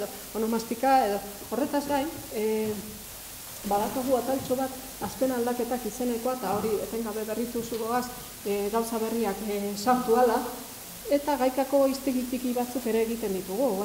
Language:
Basque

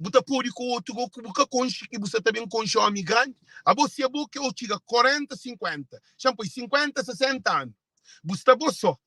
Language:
Kabuverdianu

